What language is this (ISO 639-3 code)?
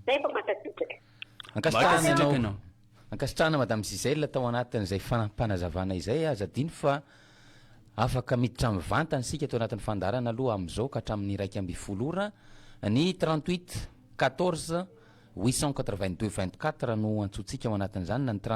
mlg